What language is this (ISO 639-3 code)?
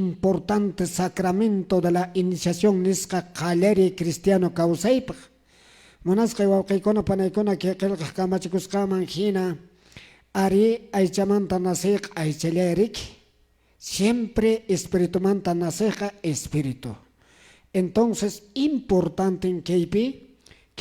que